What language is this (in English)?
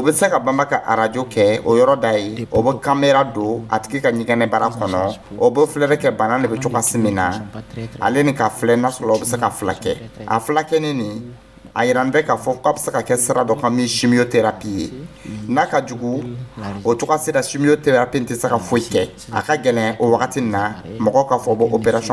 Dyula